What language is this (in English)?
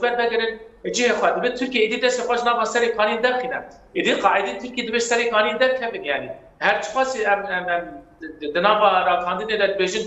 Kurdish